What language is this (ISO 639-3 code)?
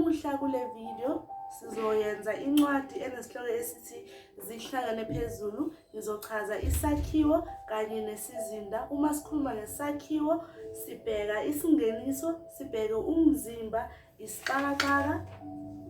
zul